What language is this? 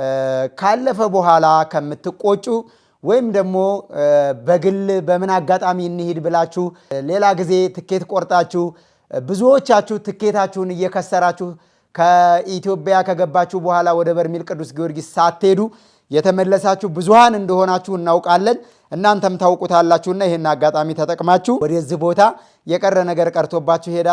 Amharic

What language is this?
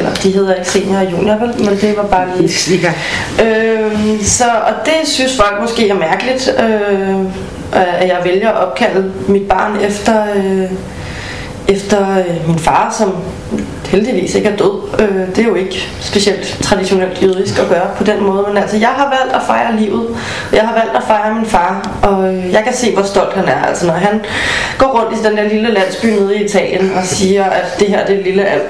Danish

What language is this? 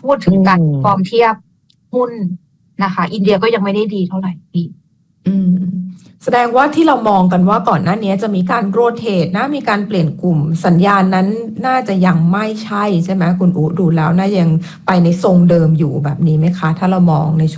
Thai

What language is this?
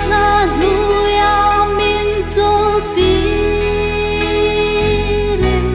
Hmar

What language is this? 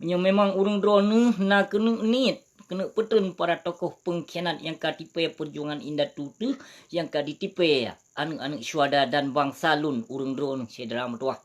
Achinese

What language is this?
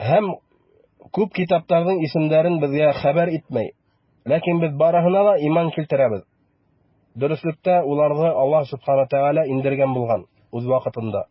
Bashkir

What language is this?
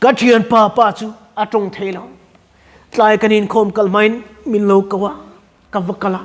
Mizo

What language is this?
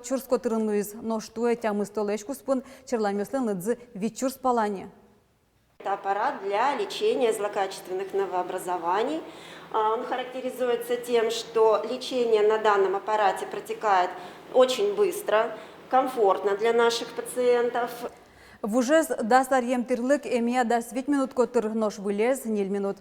Udmurt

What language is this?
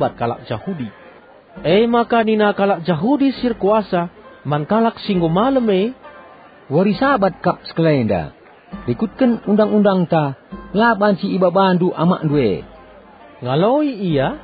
Batak Karo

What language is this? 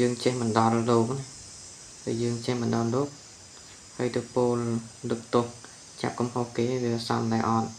Khmer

